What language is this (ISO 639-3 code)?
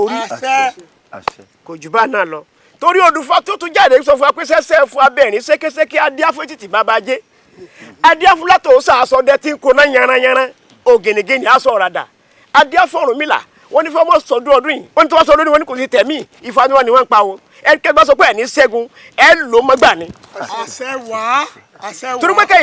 yor